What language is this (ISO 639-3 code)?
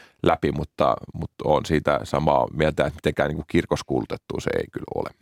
fin